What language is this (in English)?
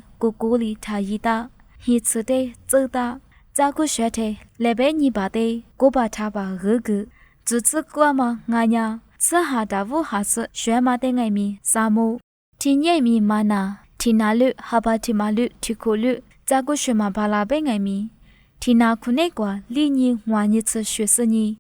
Lisu